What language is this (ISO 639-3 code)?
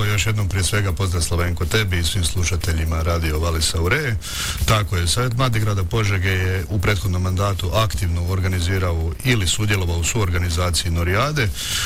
hrv